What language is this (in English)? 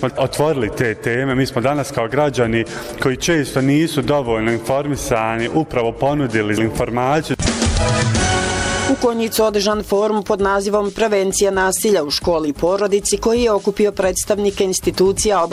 Bosnian